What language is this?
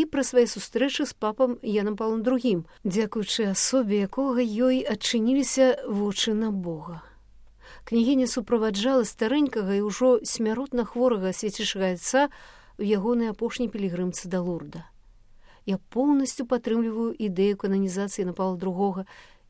Belarusian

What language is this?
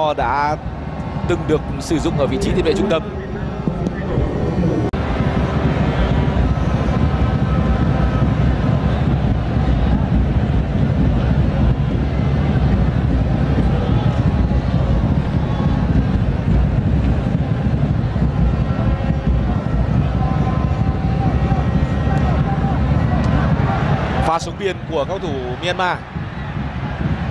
Vietnamese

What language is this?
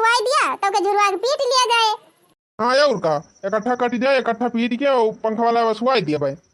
Awadhi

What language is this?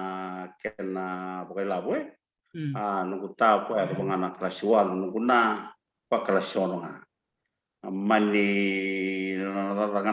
Fijian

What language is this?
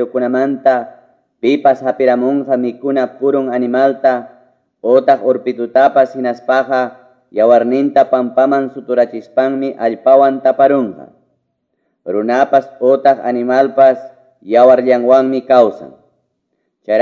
Quechua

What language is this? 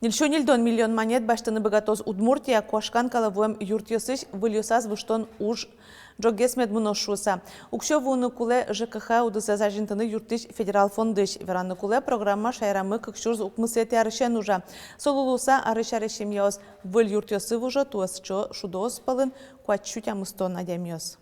Udmurt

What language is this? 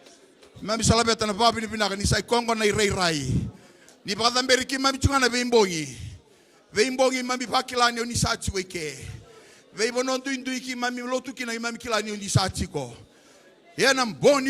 Fijian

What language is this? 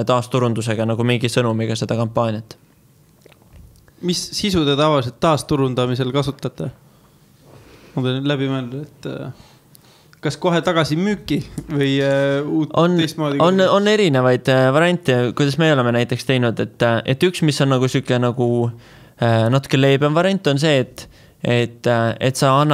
Estonian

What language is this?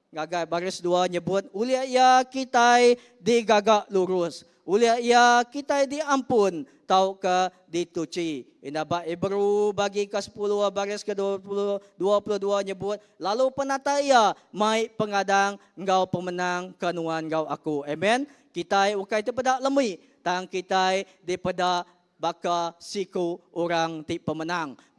Iban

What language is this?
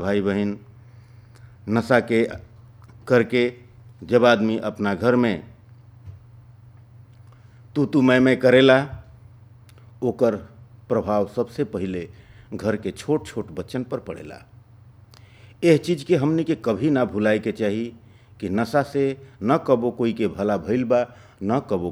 Bhojpuri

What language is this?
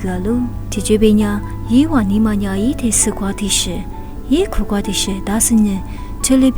Lisu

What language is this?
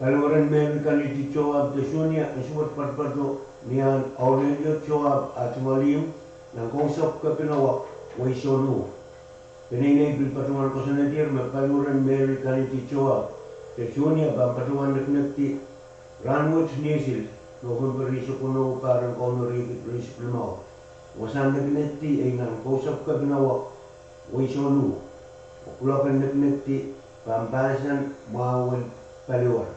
Pohnpeian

